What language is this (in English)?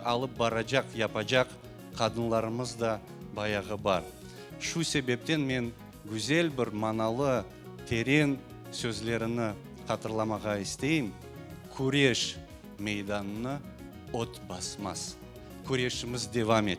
Crimean Tatar